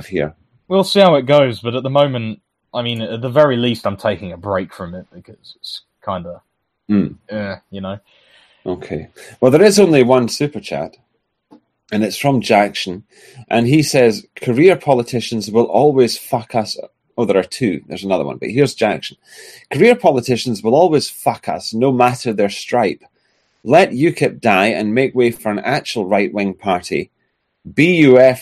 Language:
English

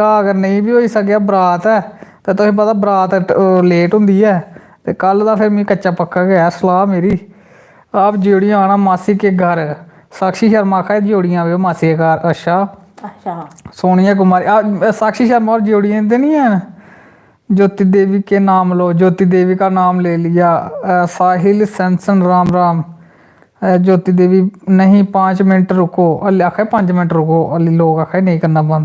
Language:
Dogri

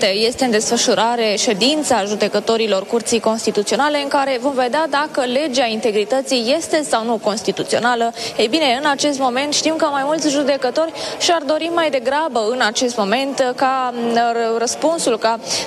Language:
Romanian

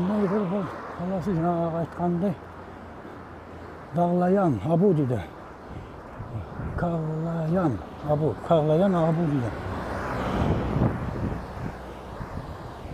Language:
Kazakh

